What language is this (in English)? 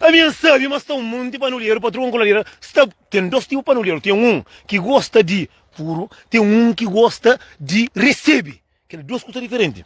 Kabuverdianu